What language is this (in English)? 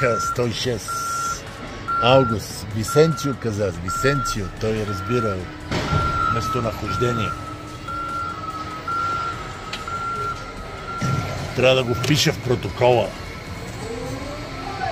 Bulgarian